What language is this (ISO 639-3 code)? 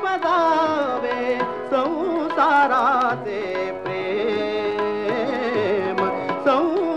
mar